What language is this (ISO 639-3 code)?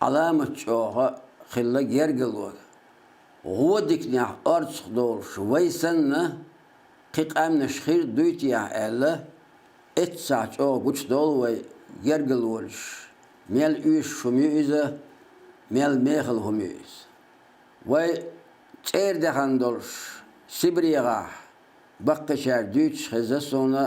che